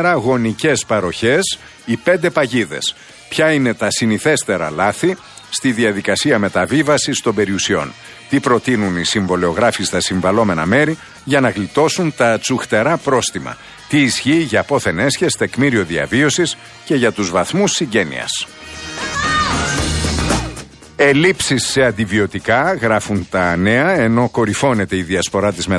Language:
Greek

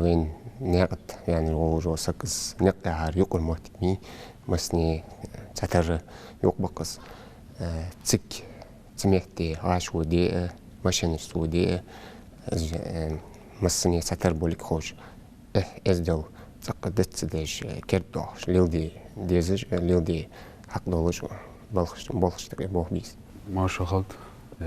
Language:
Ingush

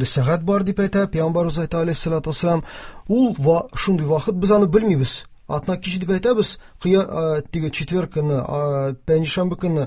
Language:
Tatar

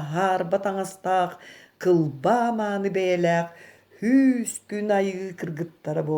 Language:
Yakut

